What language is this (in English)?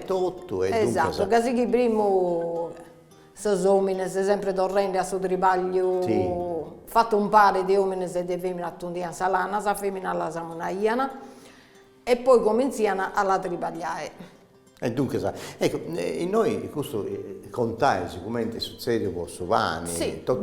Sardinian